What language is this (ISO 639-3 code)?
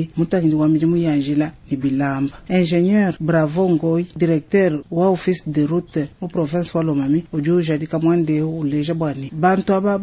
lua